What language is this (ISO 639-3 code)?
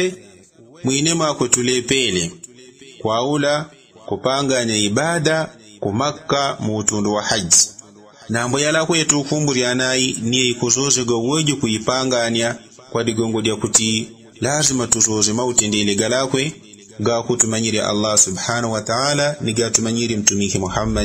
yao